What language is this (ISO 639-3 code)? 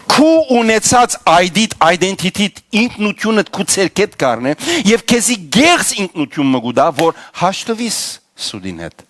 hyw